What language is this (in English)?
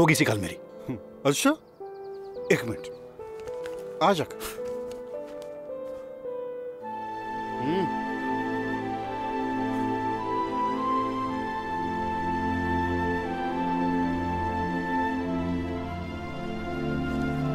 Punjabi